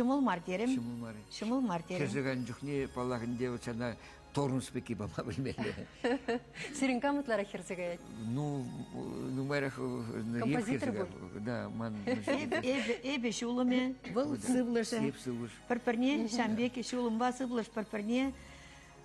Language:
Chuvash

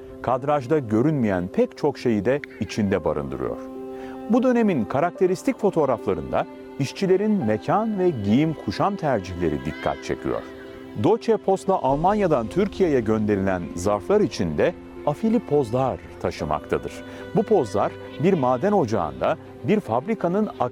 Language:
Turkish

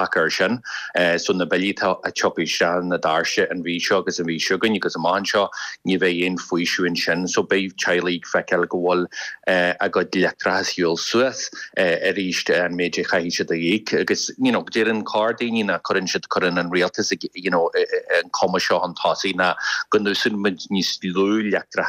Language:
Irish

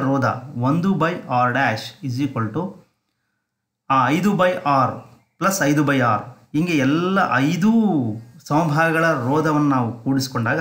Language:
Kannada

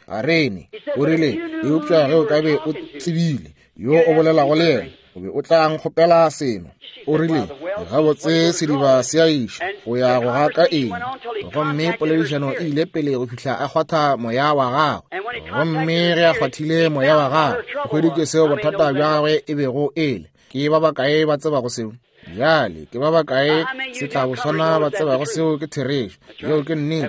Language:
Northern Sotho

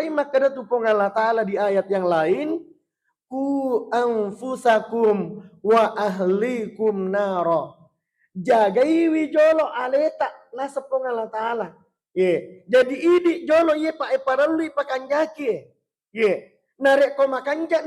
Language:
Buginese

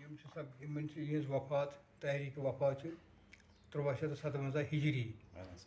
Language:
Kashmiri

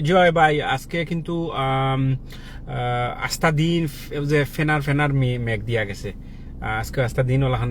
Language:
Sylheti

